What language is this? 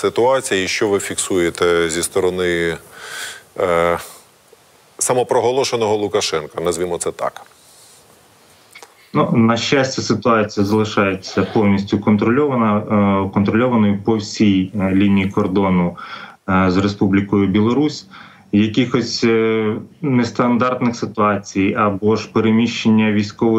Ukrainian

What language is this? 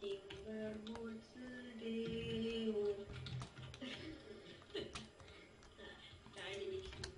Swiss German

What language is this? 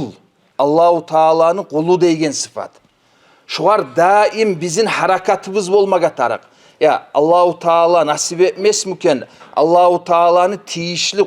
Kumyk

